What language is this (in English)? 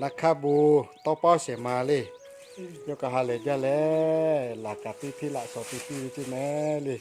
Lahu